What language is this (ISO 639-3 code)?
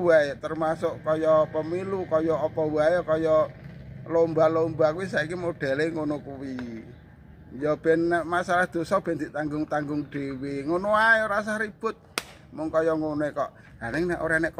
jav